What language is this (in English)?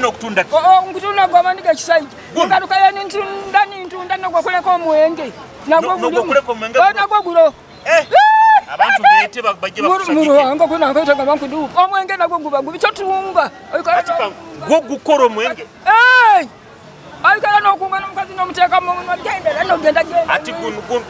Nyoro